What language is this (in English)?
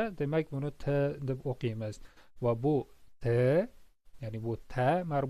Uzbek